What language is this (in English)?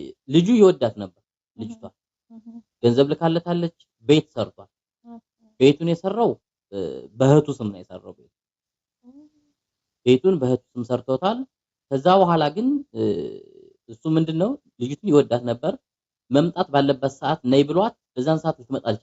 Amharic